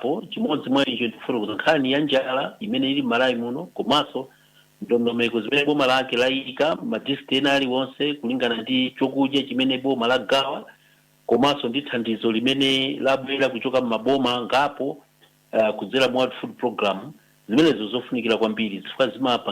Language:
Nyanja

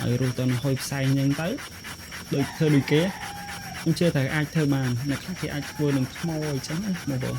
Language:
Khmer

